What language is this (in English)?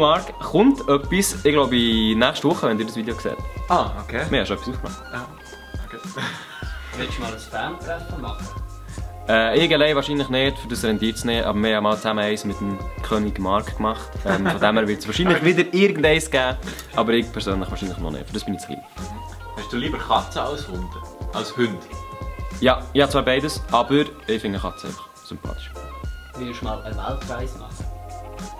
Swiss German